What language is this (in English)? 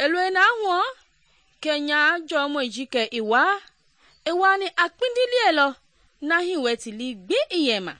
Mende